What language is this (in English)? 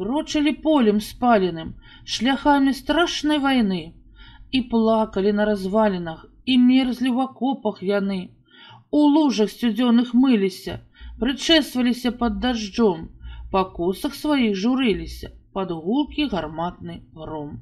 Belarusian